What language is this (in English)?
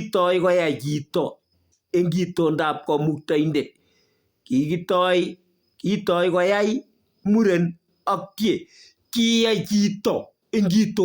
Kalenjin